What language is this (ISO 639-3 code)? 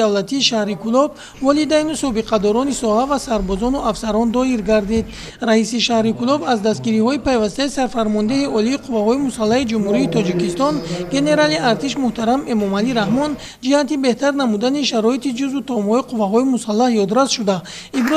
tgk